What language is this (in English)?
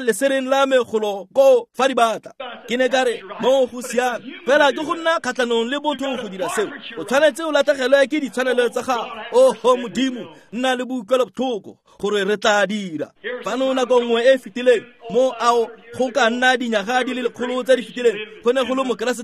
Tswana